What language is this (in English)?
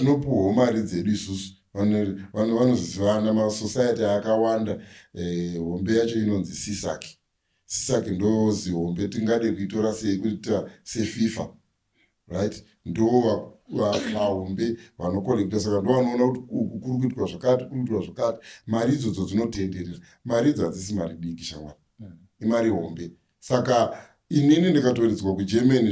Shona